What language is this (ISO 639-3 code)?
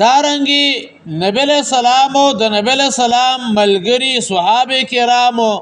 pus